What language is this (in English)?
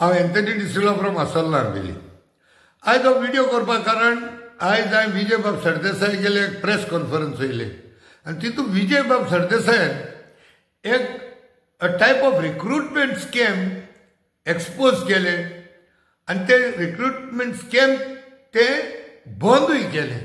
Konkani